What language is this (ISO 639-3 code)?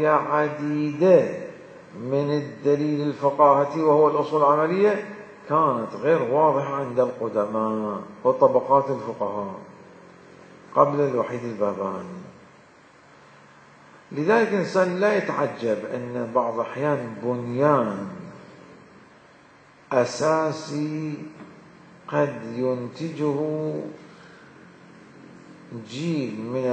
ara